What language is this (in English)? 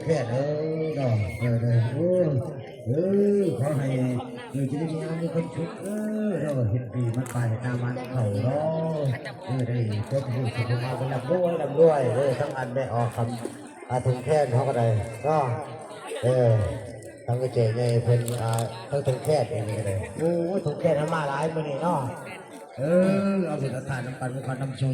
Northeastern Thai